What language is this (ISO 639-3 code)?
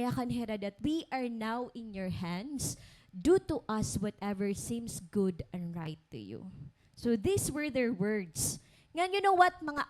war